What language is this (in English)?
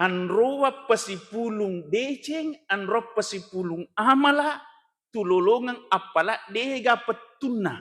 Buginese